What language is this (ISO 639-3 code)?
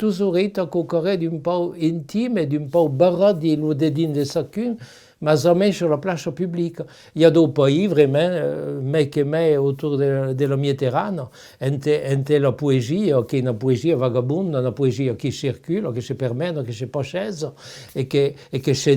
oci